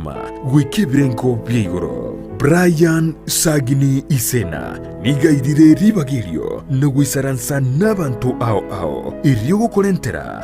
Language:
Gusii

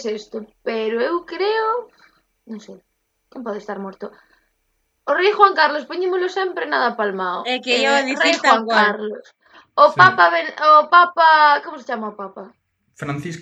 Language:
Galician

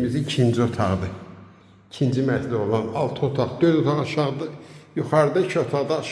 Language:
Azerbaijani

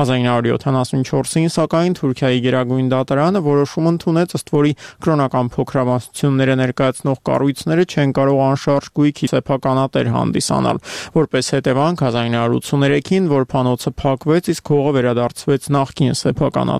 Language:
Armenian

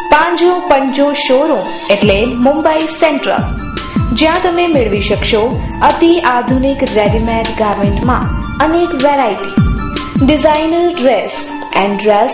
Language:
Gujarati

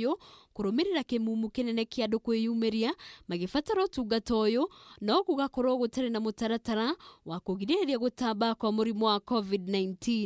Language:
Kikuyu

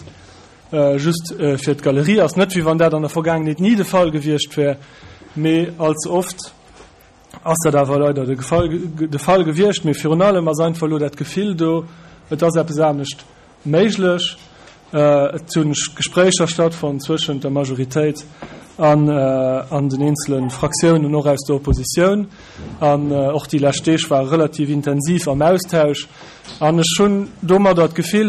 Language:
Luxembourgish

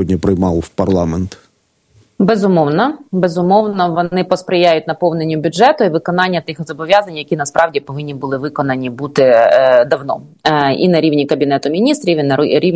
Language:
Ukrainian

